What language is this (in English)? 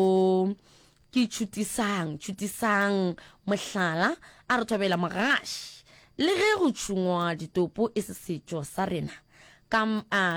Northern Sotho